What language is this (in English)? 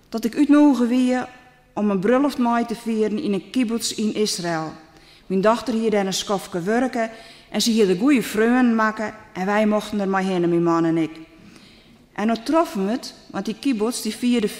Western Frisian